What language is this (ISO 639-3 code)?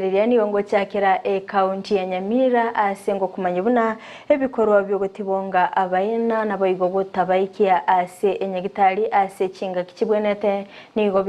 guz